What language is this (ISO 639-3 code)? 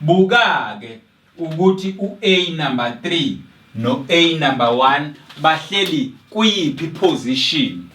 zul